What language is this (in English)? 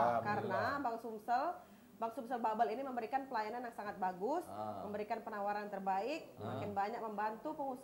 Musi